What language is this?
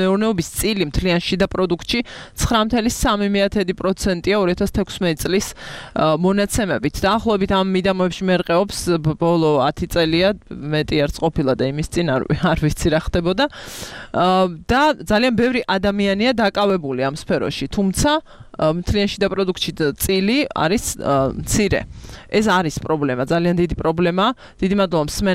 Georgian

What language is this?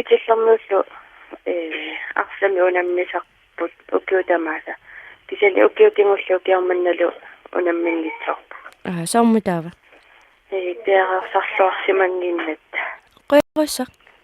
Kalaallisut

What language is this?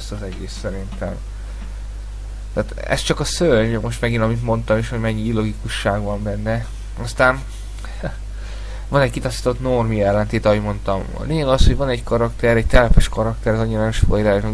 Hungarian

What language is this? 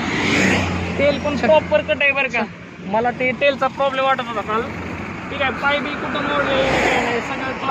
Marathi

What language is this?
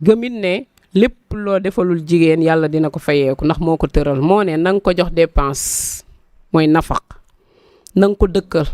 Wolof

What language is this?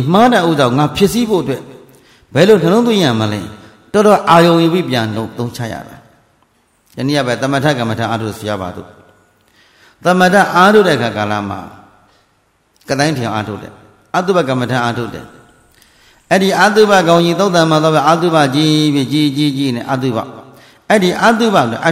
Burmese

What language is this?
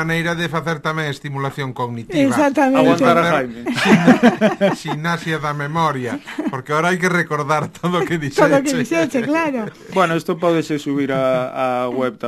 Galician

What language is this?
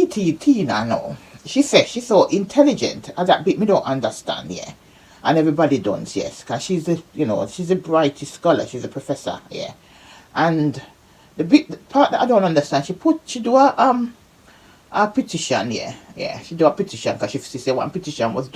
Jamaican Creole English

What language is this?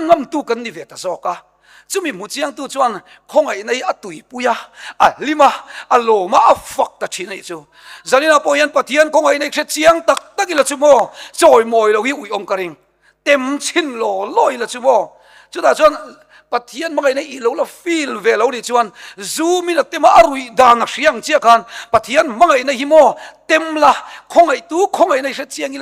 Mizo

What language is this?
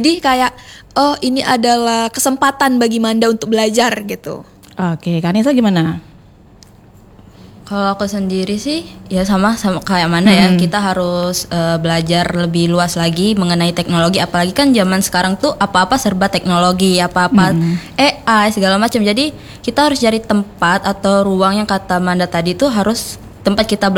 Indonesian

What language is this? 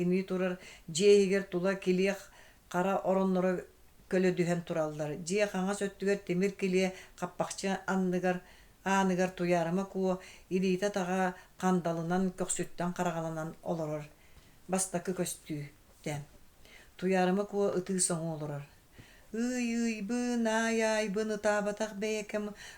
Yakut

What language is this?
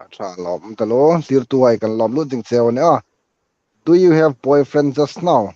Hmar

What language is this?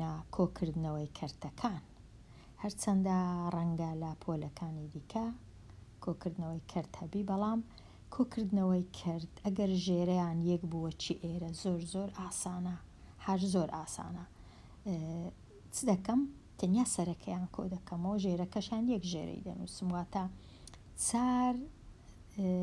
Central Kurdish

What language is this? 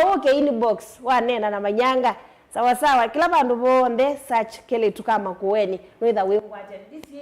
Kamba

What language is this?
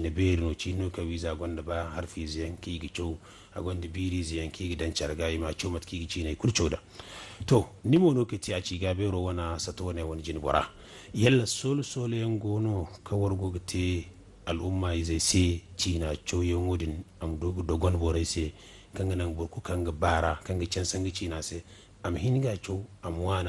Zarma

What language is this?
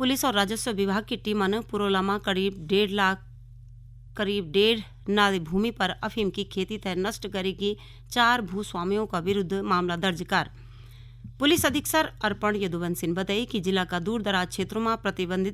Garhwali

